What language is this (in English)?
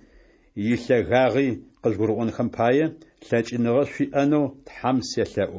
Adyghe